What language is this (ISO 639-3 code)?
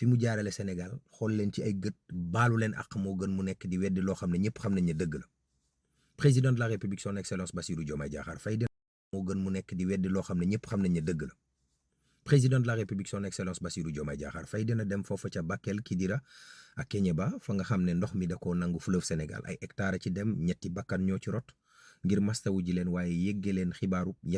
wol